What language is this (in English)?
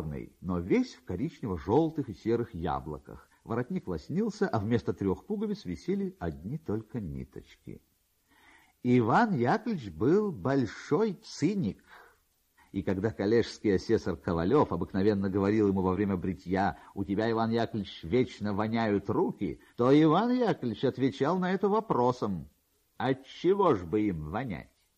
Russian